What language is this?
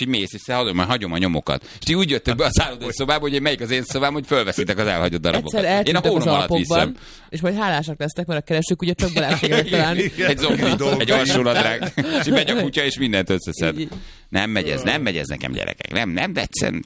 Hungarian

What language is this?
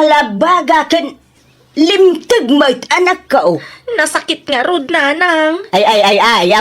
Iloko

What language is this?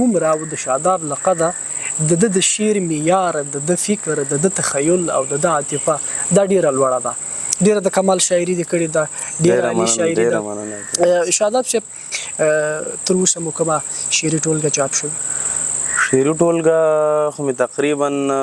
Pashto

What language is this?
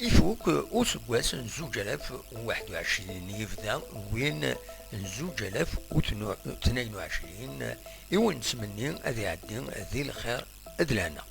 Kabyle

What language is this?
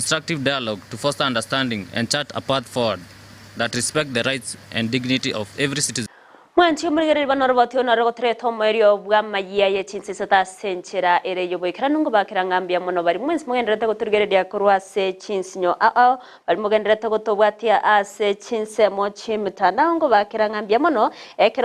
Gusii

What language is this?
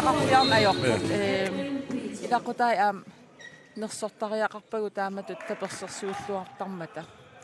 Kalaallisut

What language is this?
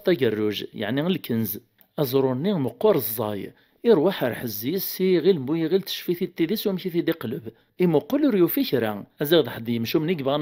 Kabyle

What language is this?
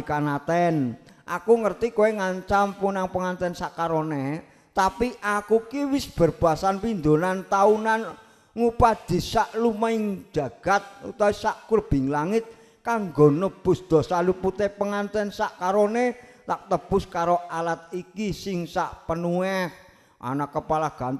Javanese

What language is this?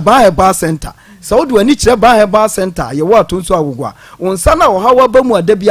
Akan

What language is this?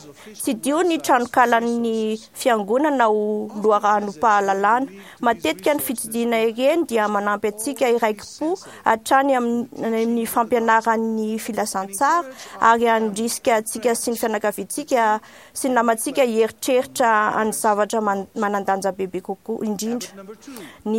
Malagasy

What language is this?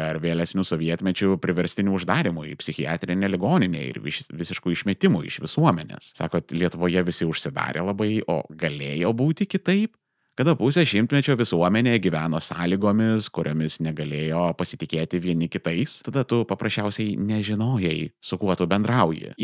Lithuanian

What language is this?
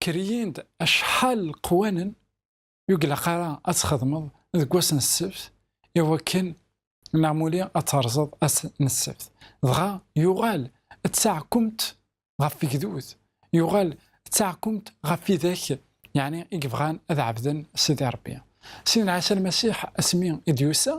Kabyle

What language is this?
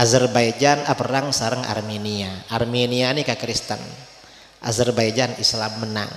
Madurese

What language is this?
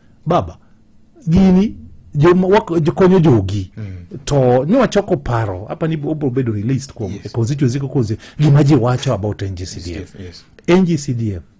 Luo (Kenya and Tanzania)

